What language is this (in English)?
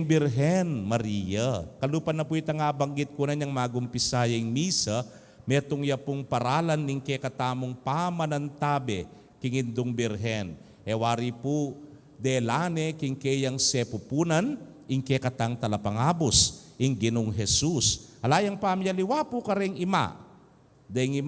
Pampanga